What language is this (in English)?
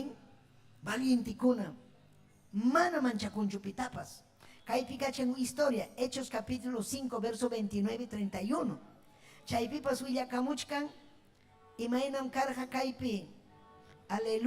Ayacucho Quechua